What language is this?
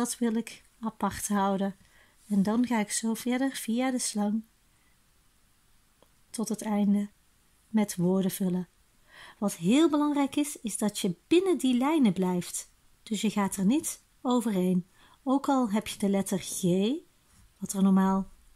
Dutch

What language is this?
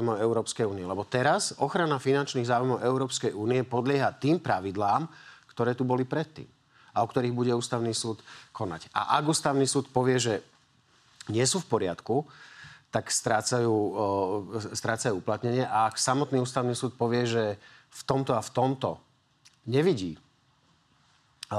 Slovak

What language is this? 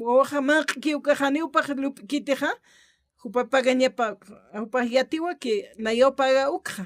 Aymara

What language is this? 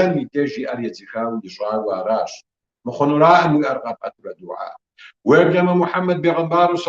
Kabardian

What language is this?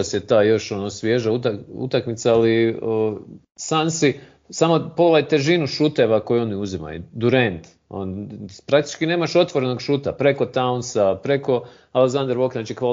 Croatian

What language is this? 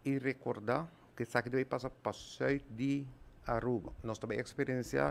Papiamento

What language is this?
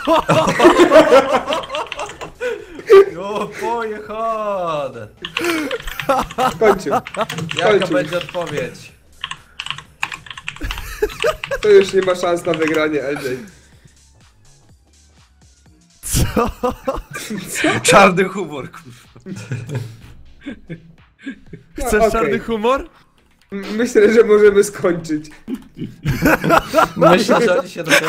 Polish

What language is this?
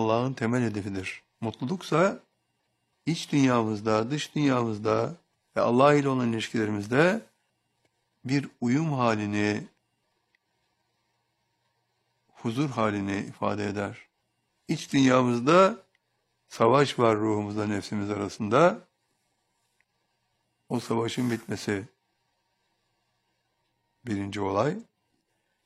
Turkish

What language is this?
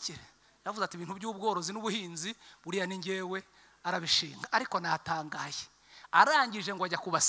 Kinyarwanda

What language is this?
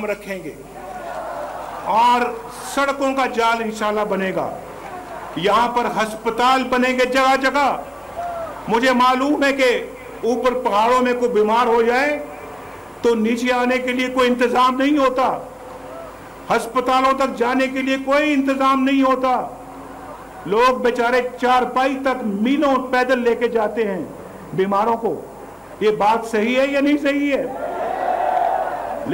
Urdu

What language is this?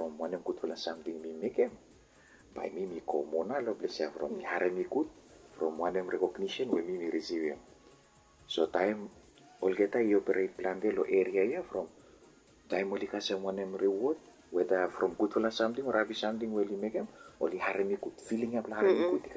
Bislama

